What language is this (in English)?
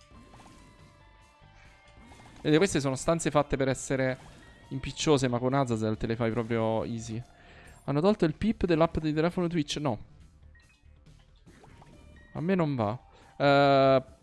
Italian